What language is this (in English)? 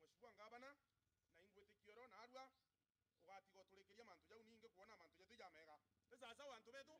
Meru